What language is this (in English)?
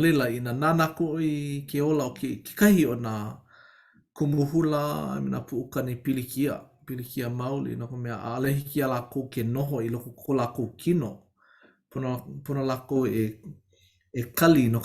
Hawaiian